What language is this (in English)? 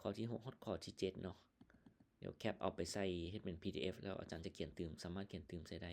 Lao